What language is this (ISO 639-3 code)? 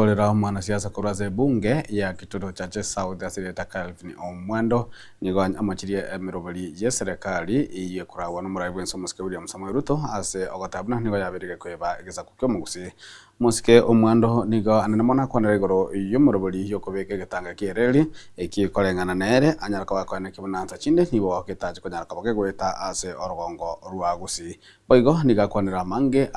guz